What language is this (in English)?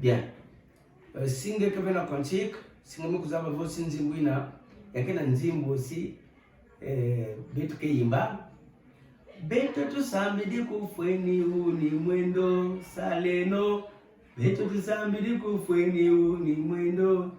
Kituba (Democratic Republic of Congo)